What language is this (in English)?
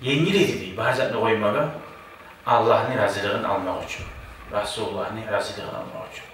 Kumyk